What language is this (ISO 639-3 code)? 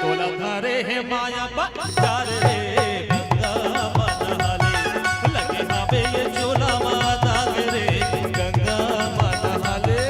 hne